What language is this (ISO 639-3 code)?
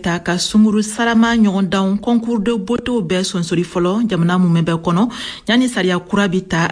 bam